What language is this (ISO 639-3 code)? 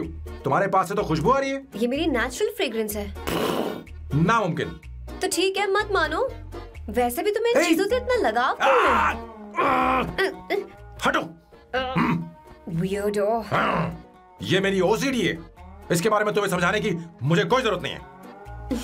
hin